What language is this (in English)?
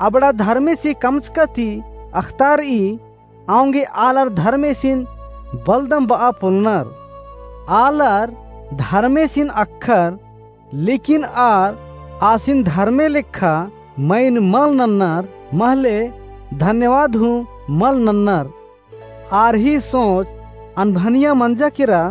Kurukh